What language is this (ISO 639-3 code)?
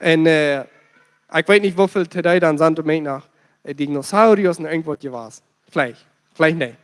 pdt